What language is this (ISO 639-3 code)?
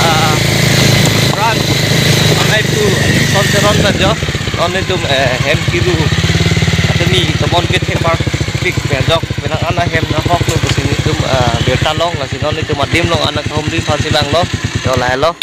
mjw